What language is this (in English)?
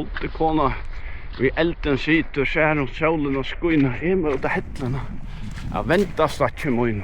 Faroese